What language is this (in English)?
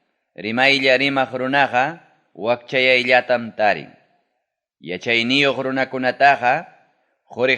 Ayacucho Quechua